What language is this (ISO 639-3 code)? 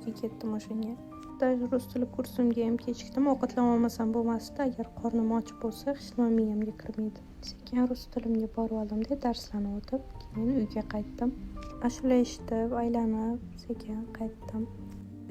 uzb